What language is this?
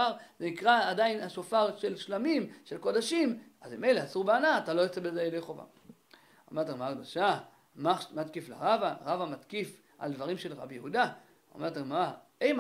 Hebrew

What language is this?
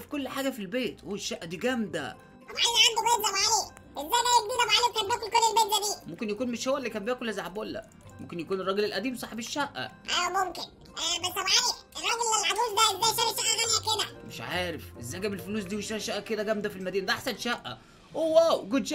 Egyptian Arabic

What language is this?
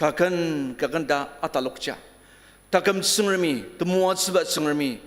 Ao Naga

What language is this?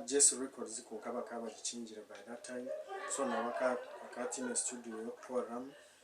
Nyankole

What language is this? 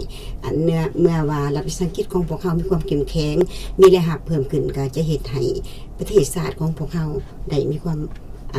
Lao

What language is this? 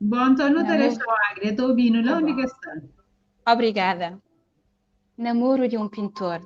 Kabuverdianu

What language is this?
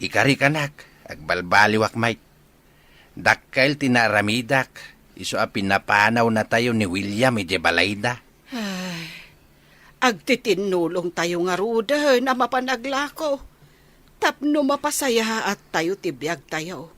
Iloko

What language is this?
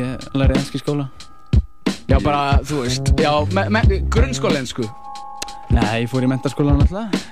Icelandic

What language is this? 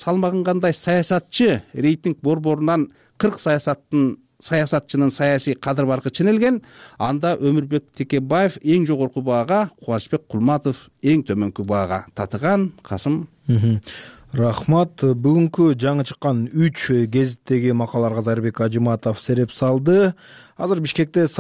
Kyrgyz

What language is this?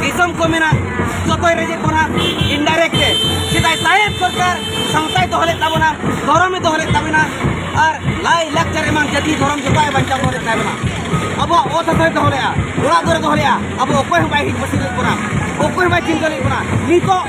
Santali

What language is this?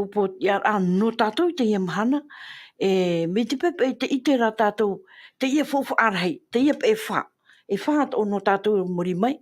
Tahitian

